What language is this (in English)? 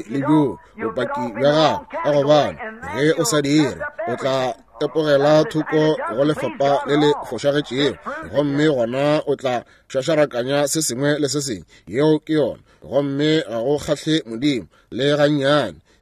Northern Sotho